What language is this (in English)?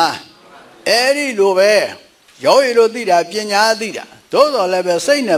Burmese